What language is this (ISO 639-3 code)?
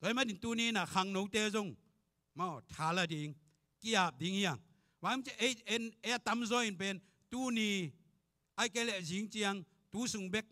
ctd